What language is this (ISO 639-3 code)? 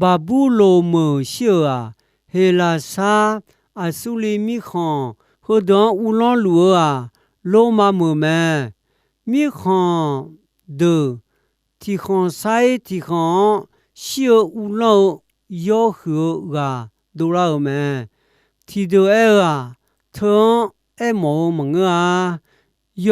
ahk